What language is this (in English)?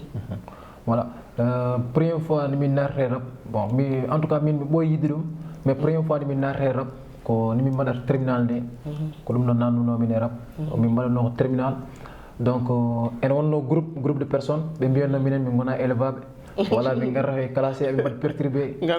Fula